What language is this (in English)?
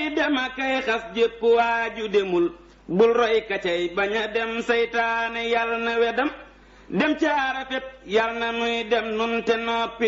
Wolof